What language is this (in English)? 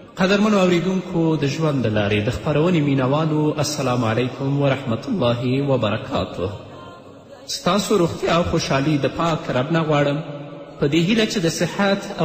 Pashto